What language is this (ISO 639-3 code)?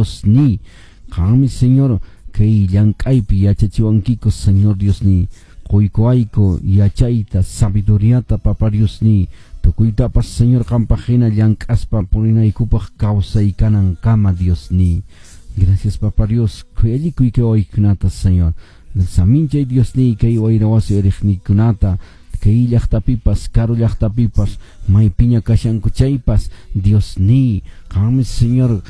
que